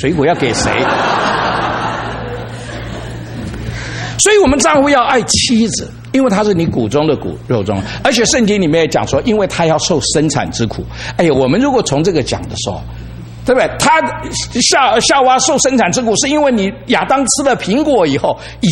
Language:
Chinese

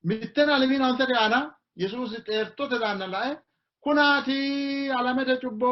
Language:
Sidamo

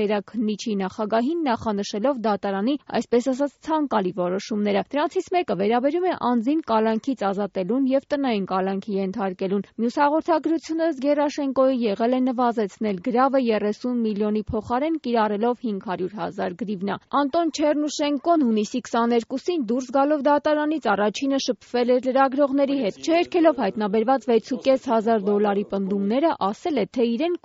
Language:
Armenian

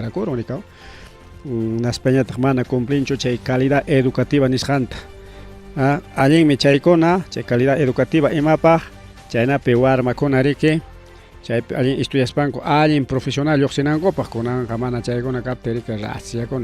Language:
Ayacucho Quechua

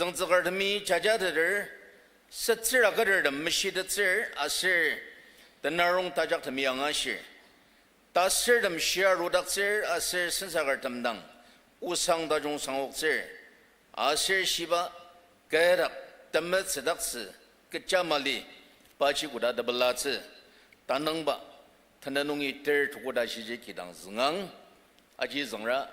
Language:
Ao Naga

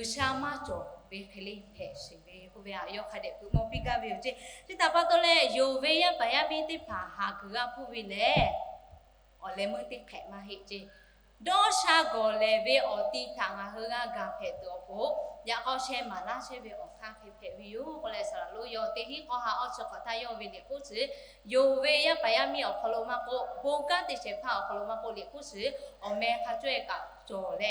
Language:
Lahu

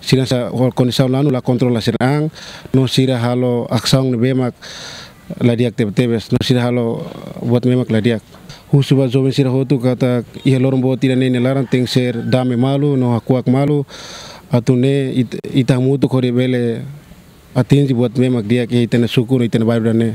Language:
Tetum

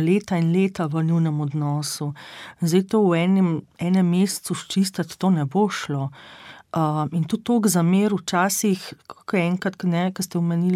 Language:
Slovenian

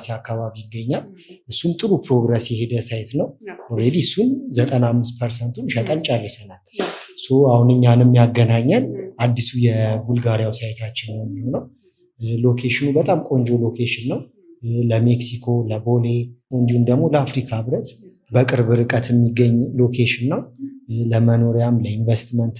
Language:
Amharic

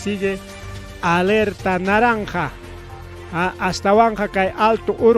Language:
Ayacucho Quechua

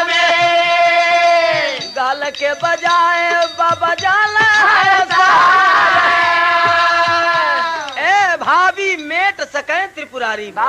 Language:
Bhojpuri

